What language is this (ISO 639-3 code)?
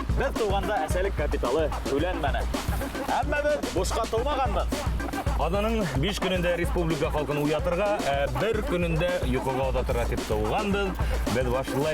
bak